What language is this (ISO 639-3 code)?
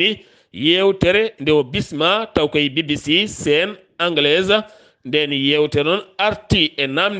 ful